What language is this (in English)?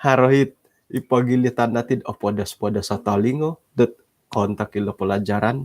Central Dusun